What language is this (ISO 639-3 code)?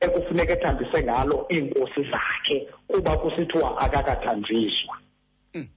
xho